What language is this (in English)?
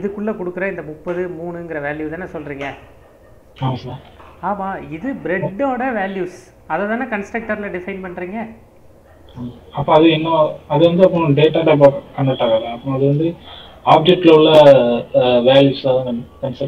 Tamil